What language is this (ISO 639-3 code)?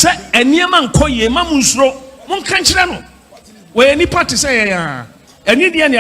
aka